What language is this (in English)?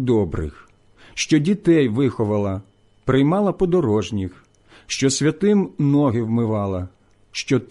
Ukrainian